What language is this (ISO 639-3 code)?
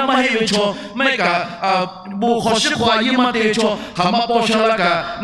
lhu